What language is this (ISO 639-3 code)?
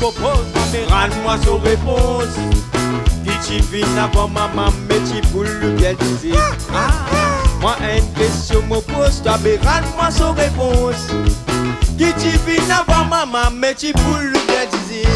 rcf